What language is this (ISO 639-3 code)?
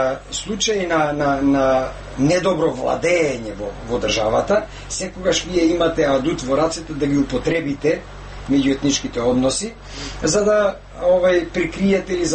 mkd